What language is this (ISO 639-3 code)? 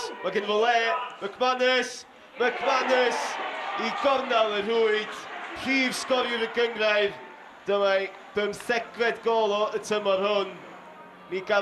cym